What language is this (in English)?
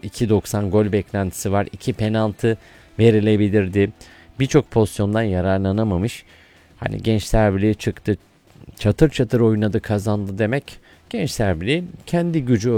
Turkish